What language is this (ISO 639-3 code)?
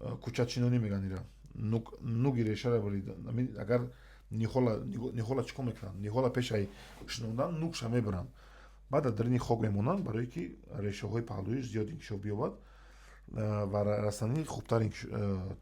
tgk